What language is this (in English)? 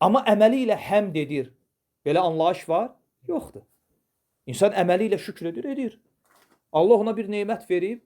Azerbaijani